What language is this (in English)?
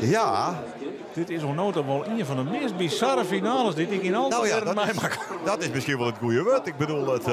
Western Frisian